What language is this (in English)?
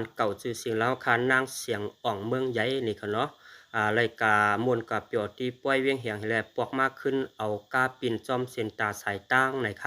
Shan